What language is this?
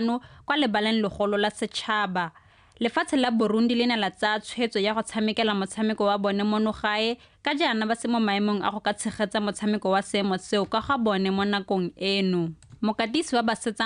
Tswana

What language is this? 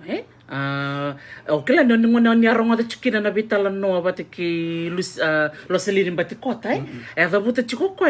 Fijian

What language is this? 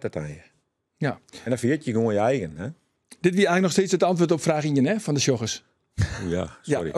Western Frisian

